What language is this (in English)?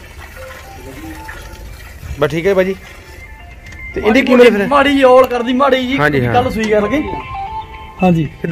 Punjabi